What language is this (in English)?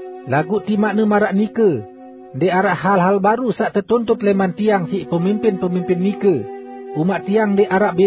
Sasak